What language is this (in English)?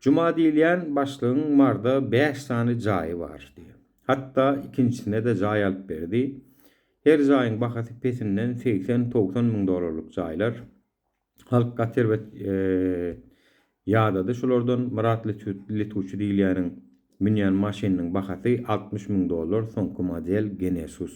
Turkmen